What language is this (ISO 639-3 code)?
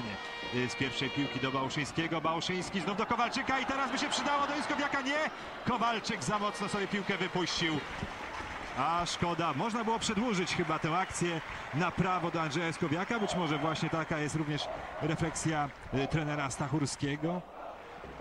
pol